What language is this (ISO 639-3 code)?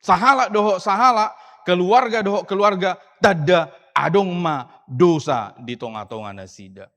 bbc